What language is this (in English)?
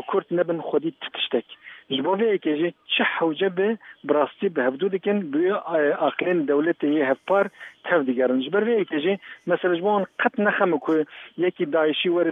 Kurdish